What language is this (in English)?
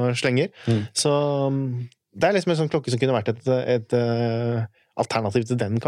Norwegian